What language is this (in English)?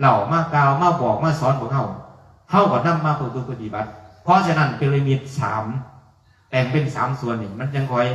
Northeastern Thai